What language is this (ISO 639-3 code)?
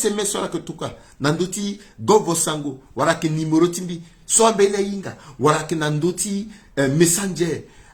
sag